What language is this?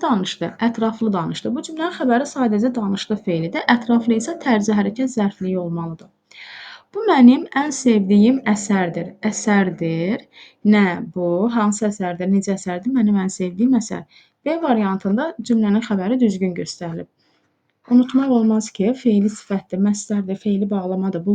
Azerbaijani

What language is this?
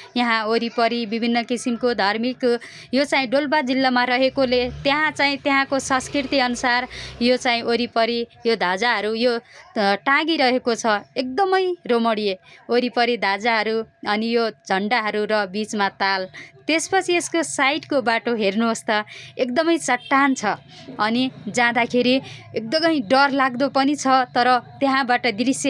Nepali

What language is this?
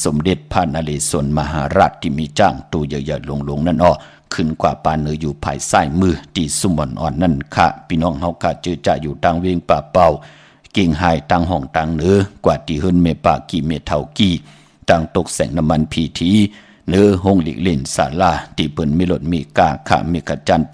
Shan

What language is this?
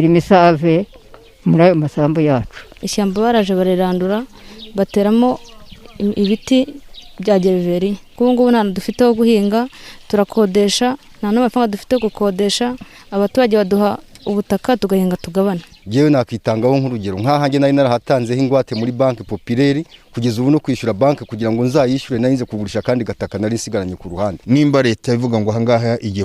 Kinyarwanda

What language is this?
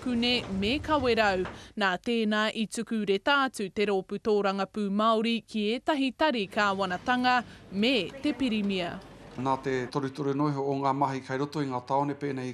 Māori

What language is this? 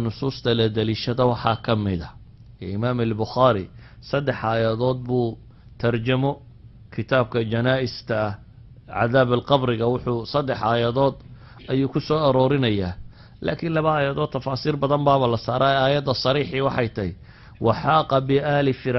Somali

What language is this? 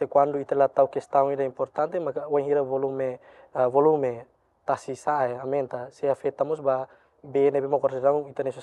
Tetum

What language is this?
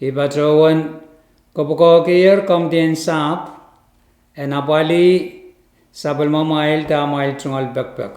Pohnpeian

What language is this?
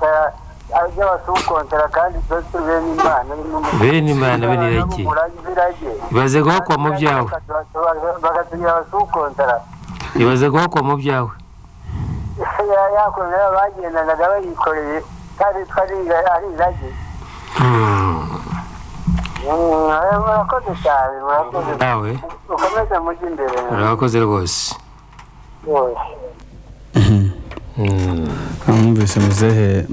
Kinyarwanda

